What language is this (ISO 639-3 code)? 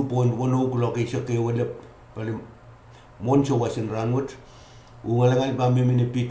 pon